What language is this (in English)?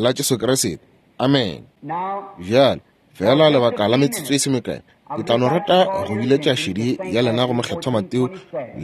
Northern Sotho